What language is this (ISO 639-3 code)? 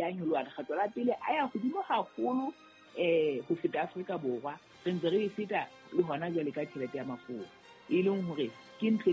sot